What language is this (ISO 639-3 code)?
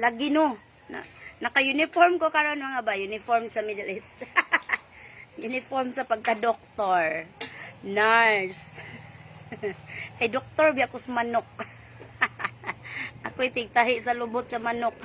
ceb